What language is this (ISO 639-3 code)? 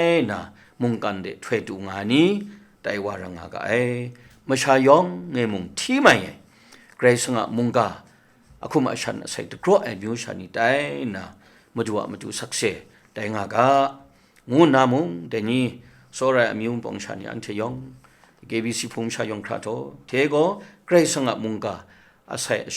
kac